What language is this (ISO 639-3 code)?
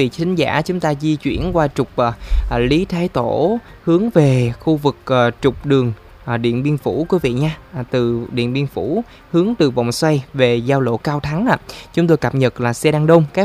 vie